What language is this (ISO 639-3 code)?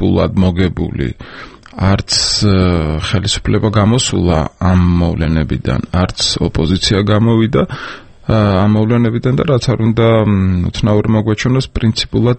kat